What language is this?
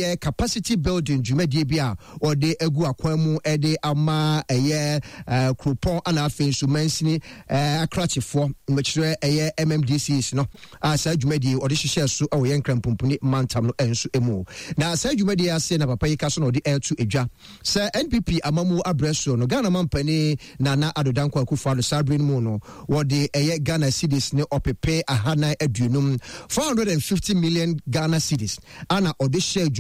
Akan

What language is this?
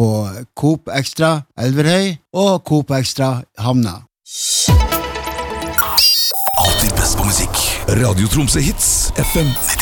Norwegian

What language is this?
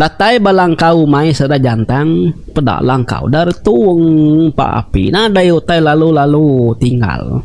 Iban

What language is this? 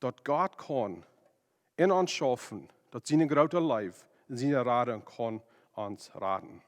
Plautdietsch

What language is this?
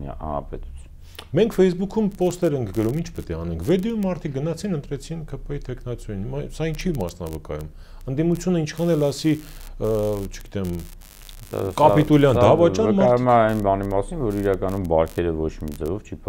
Armenian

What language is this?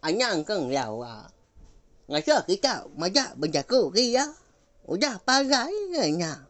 Iban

